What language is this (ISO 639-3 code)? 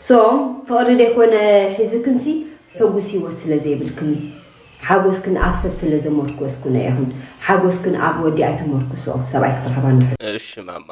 tir